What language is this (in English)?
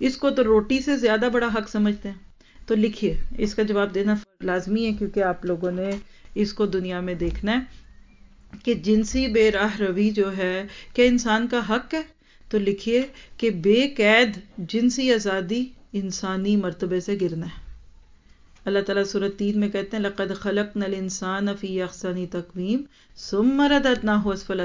Urdu